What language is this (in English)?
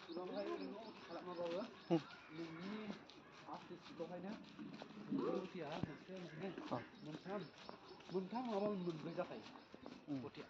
Bodo